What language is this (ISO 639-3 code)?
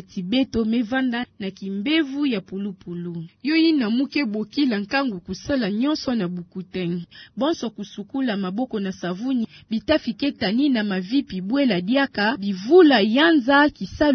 ktu